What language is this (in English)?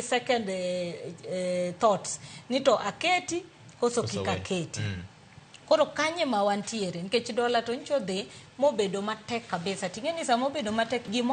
Luo (Kenya and Tanzania)